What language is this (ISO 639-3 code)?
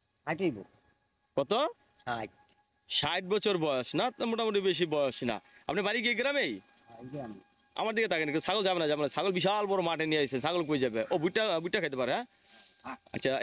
ben